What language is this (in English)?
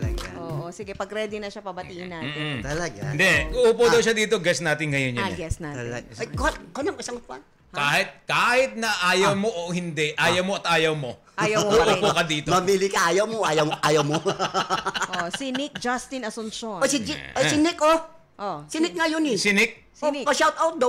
Filipino